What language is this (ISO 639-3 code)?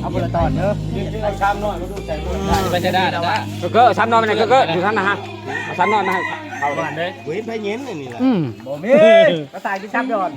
lao